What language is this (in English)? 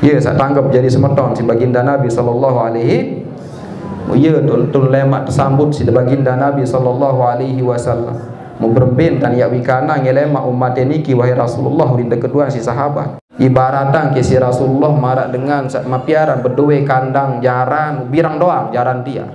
Sasak